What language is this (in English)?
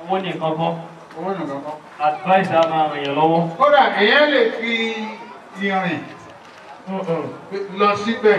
Yoruba